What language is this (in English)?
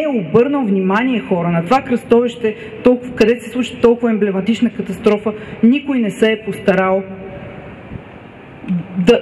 Bulgarian